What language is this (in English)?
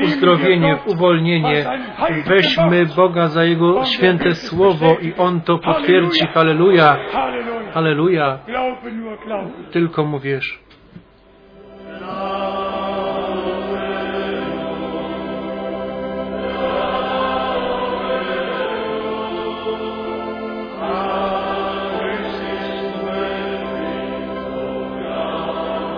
Polish